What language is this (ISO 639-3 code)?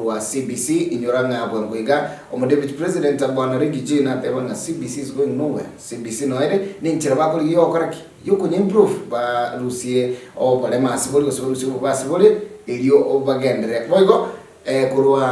guz